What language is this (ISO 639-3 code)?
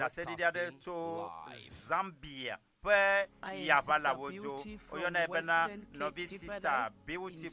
ewe